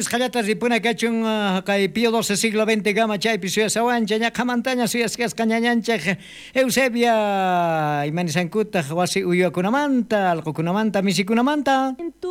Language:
South Bolivian Quechua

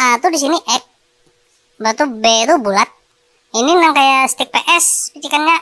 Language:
Banjar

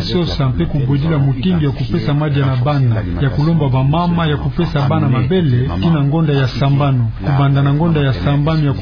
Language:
Kituba (Democratic Republic of Congo)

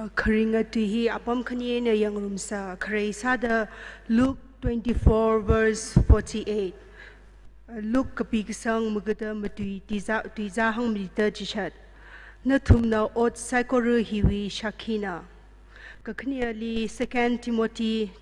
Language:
Tangkhul Naga (India)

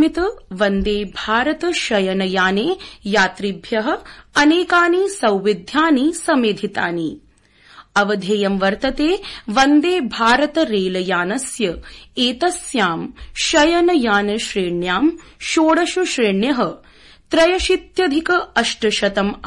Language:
Sanskrit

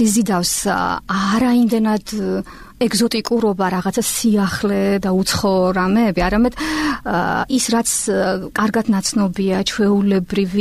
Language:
Georgian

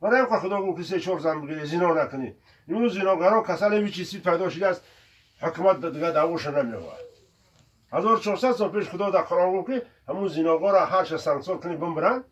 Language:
Tajik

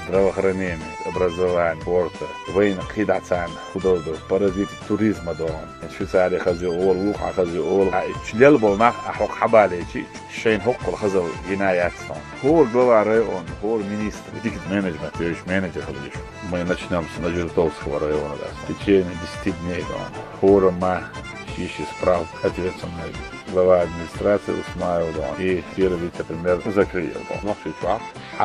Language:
Chechen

